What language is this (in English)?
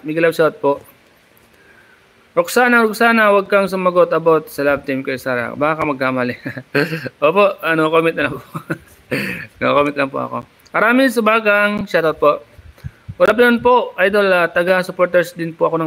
Filipino